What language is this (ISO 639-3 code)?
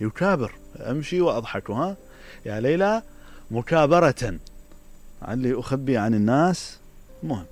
acm